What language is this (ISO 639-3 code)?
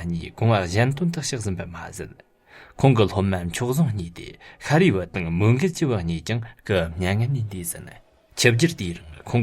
bod